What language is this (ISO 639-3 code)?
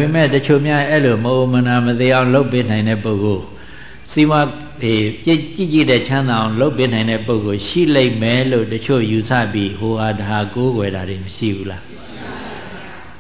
mya